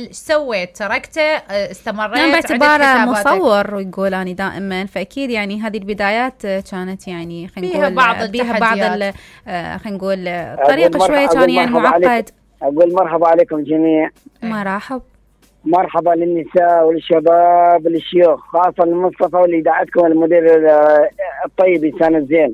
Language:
Mesopotamian Arabic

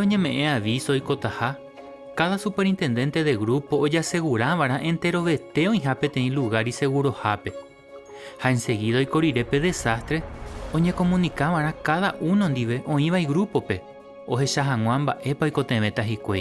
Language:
Guarani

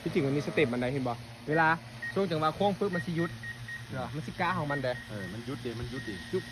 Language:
Lao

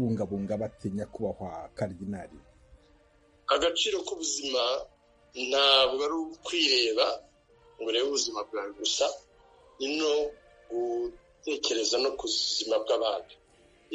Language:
Kinyarwanda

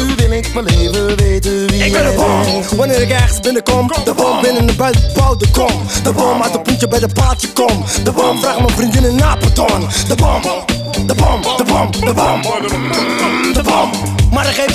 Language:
Dutch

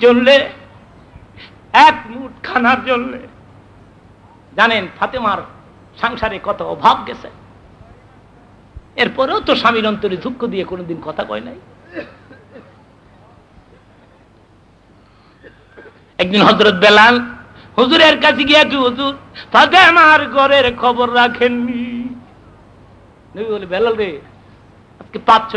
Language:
Bangla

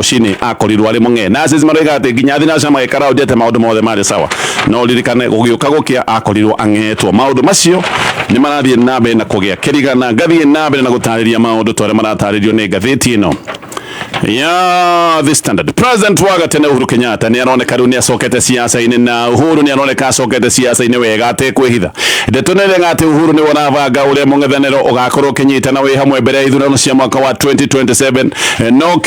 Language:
Kikuyu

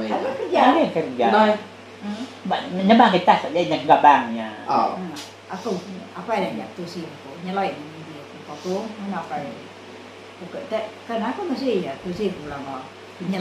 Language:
Iban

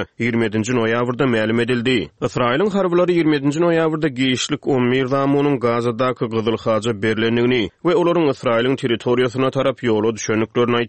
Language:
Turkmen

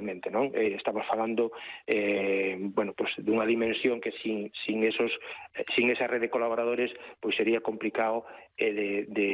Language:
Galician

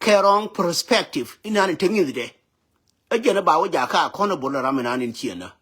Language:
Nuer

